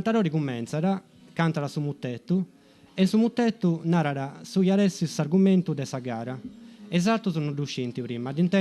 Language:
Sardinian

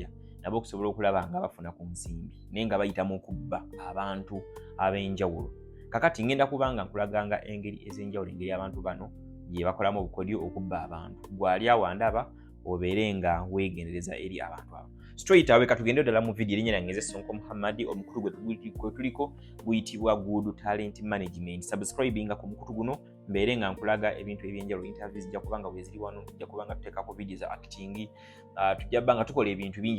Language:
Ganda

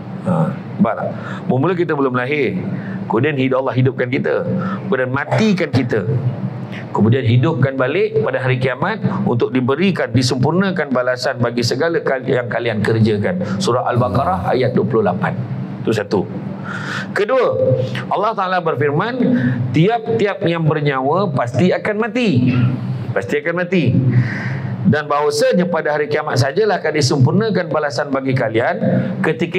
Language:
Malay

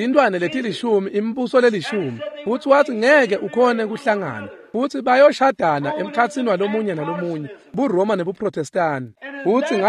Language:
Swati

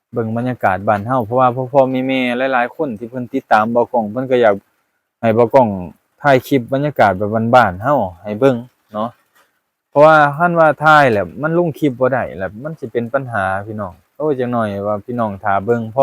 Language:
Lao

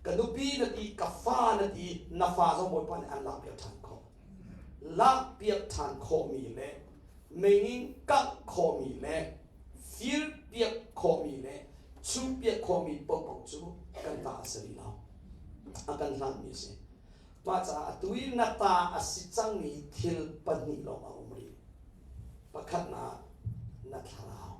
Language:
Hakha Chin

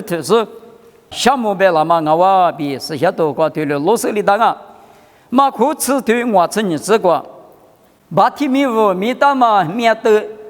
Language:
Lisu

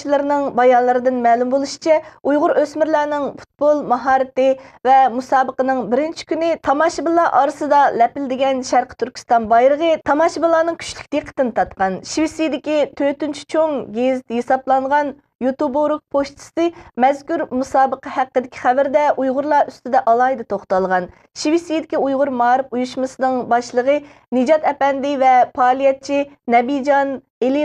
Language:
Uyghur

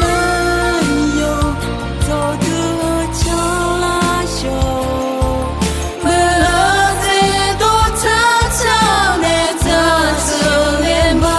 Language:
Akha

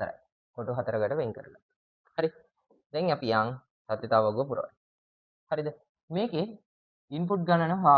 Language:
Sinhala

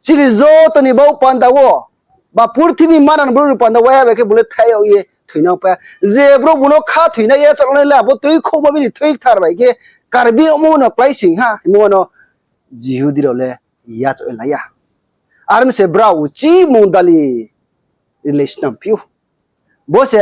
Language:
Riang (India)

